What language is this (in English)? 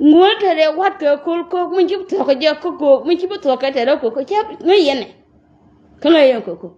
Nuer